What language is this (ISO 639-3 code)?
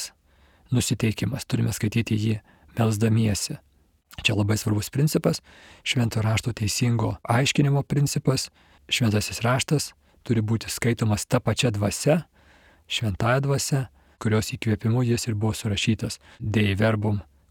lit